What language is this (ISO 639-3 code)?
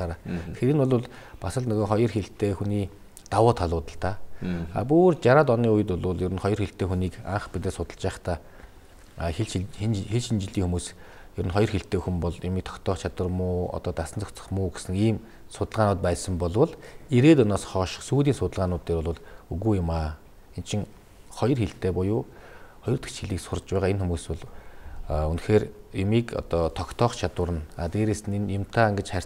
mon